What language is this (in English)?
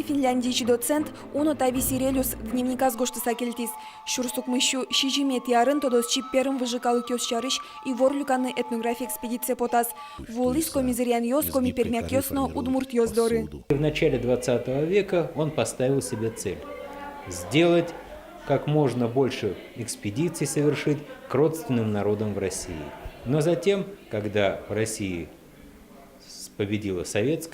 Udmurt